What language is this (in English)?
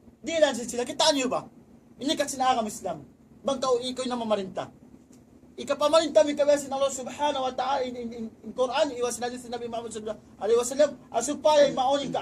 Tausug